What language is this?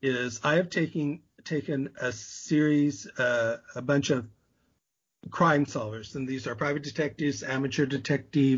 English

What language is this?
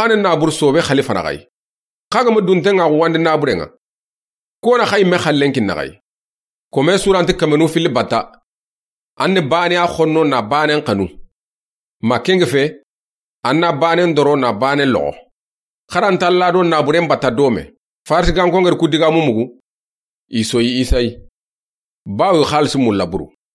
Soninke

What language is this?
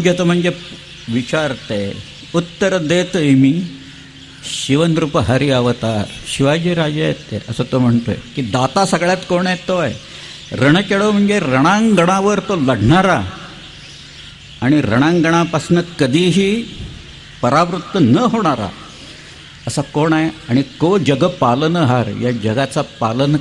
Marathi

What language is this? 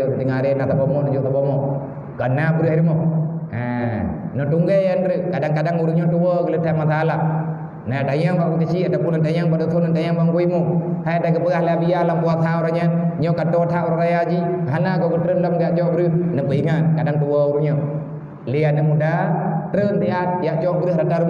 Achinese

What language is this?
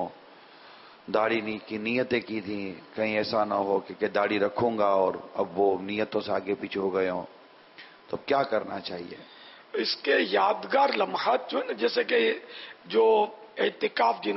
Urdu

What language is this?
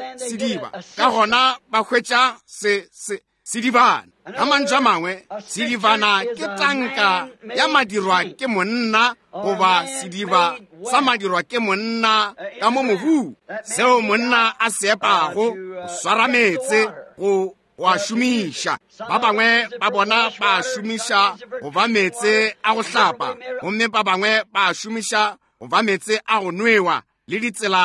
Northern Sotho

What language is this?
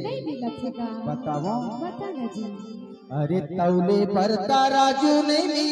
Chhattisgarhi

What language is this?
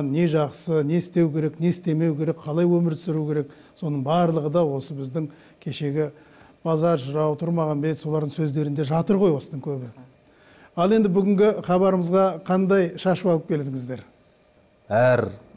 Kazakh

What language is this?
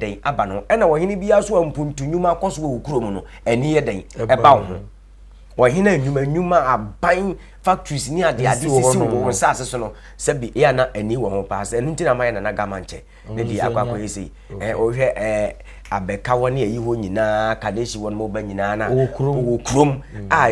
Akan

